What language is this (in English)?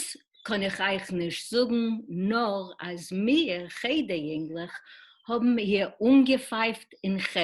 Yiddish